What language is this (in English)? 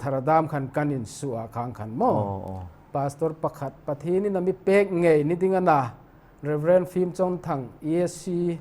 Hmar